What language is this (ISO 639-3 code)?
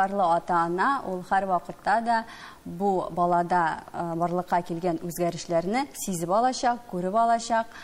tat